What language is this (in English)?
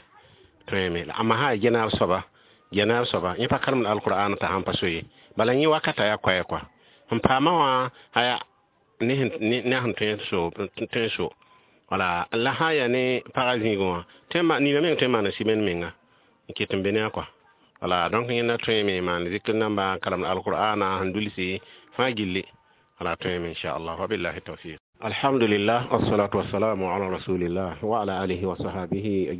Mossi